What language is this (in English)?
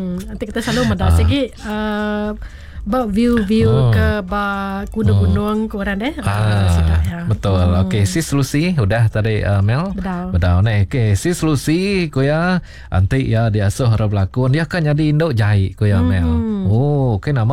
Iban